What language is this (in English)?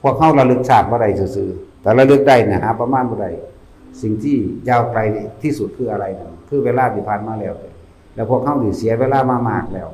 Northeastern Thai